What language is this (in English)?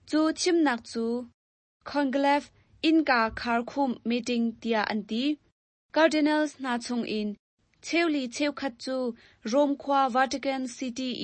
Hakha Chin